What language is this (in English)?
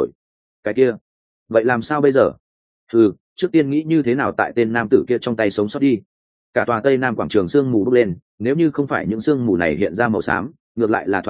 Vietnamese